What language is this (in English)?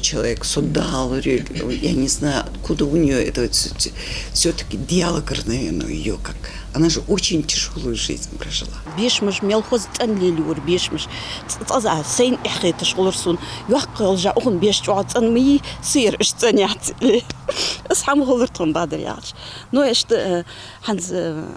Ingush